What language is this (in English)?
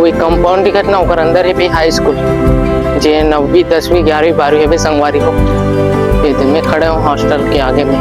Chhattisgarhi